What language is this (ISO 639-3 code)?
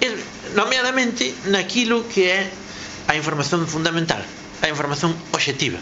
glg